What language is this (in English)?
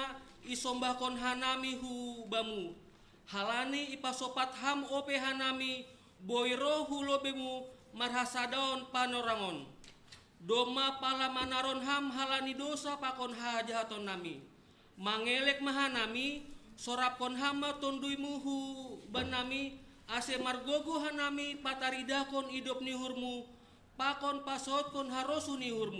Batak Simalungun